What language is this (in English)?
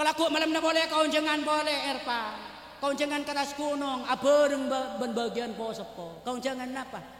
Madurese